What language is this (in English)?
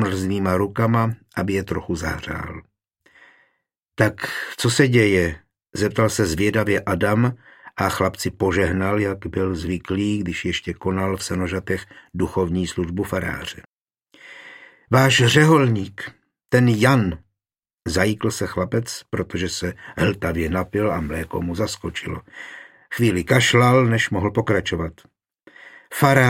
Czech